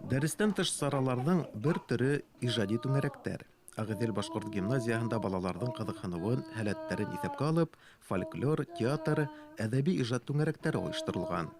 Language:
Bashkir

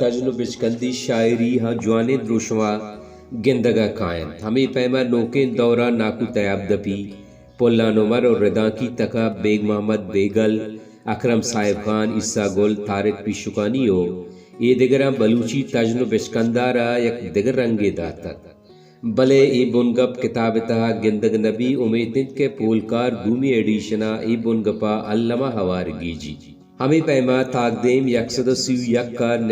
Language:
Baluchi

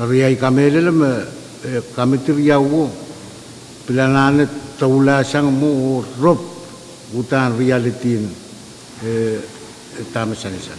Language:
Pohnpeian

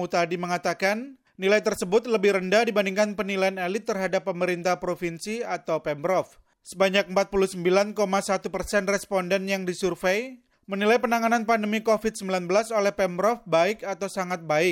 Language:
Indonesian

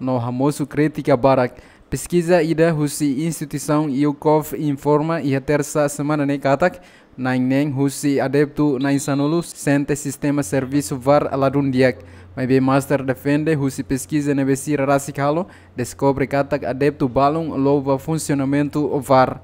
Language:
Tetum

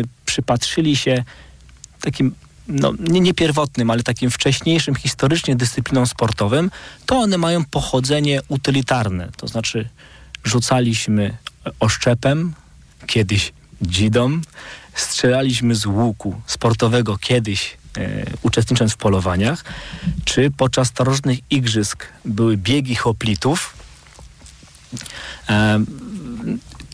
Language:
Polish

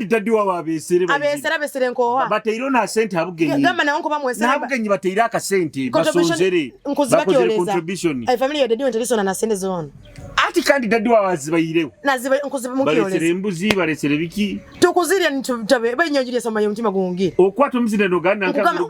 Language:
Nyoro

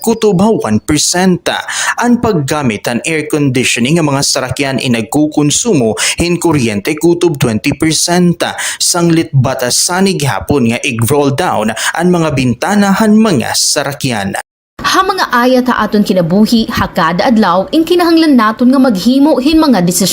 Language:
Waray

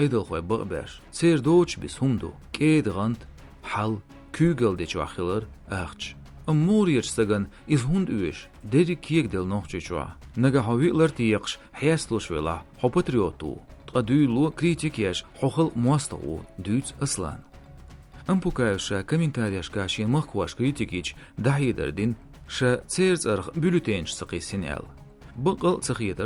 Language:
Chechen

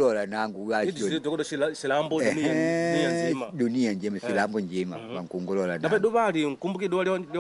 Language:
Makonde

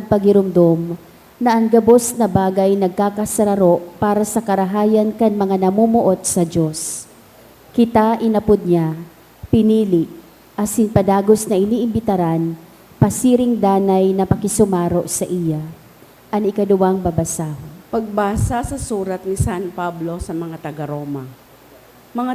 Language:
Bikol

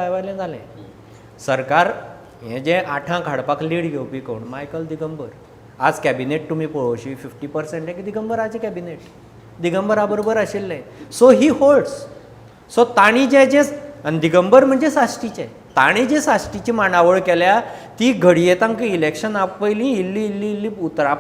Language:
Konkani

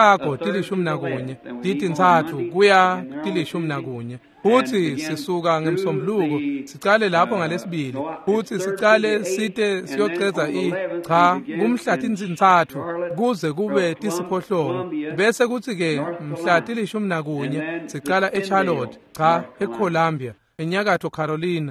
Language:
Swati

